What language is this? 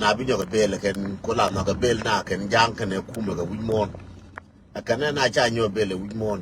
Nuer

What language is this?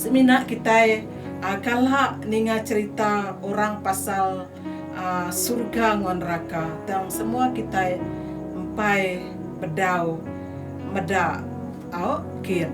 Iban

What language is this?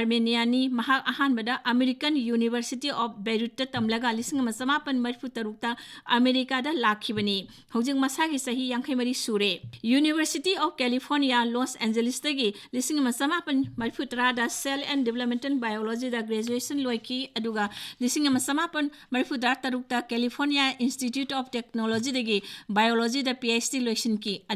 Manipuri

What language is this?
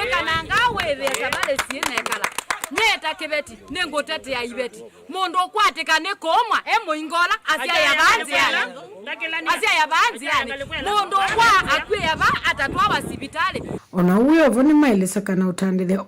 Kamba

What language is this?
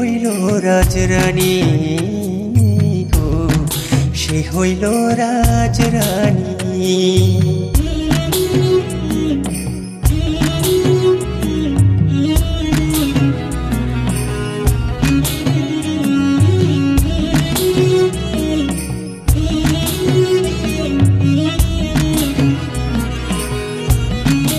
Bangla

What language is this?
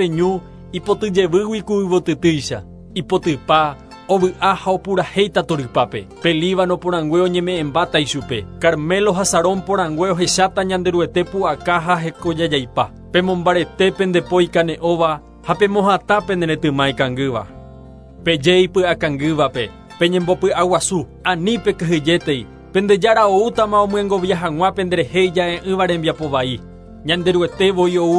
Guarani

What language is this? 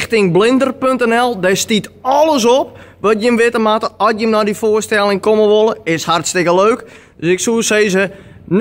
Western Frisian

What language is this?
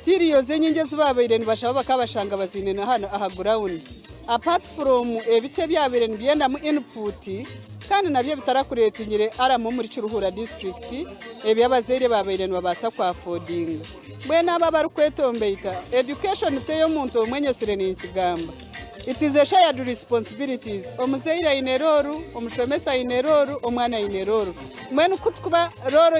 Nyankole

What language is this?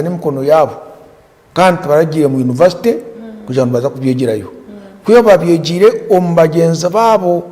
Nyankole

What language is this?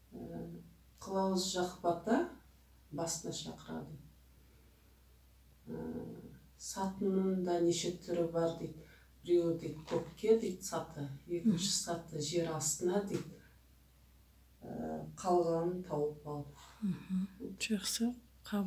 Kazakh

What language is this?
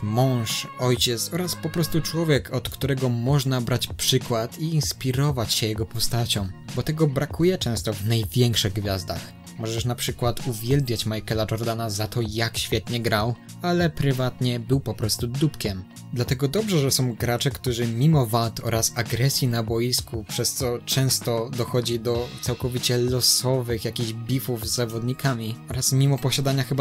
Polish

